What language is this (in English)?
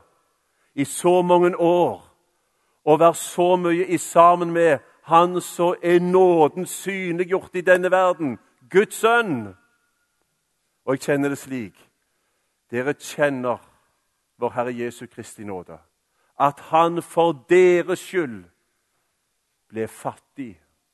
Norwegian